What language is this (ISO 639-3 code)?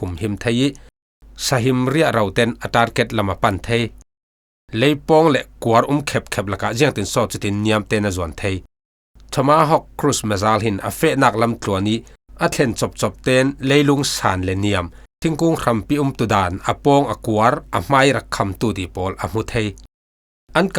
cfm